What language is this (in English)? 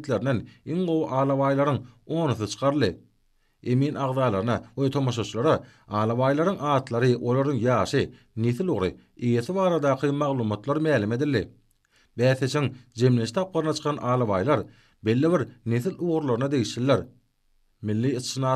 Turkmen